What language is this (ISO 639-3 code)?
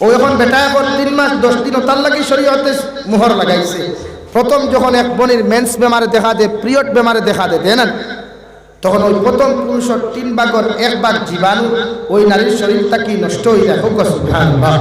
syl